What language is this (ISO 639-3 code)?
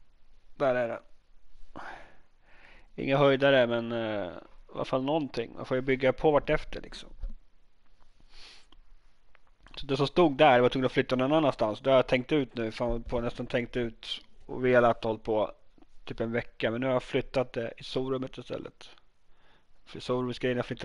swe